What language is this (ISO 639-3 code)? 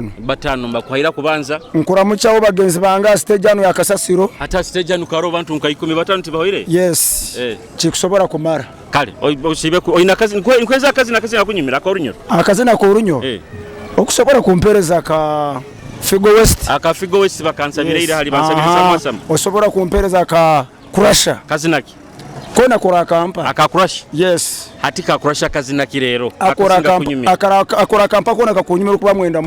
nyo